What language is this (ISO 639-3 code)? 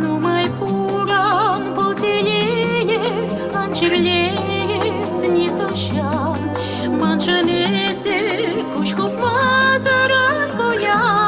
chv